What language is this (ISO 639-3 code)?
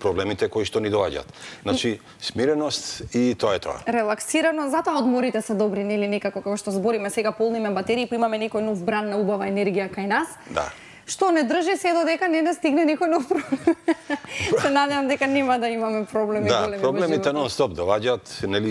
mkd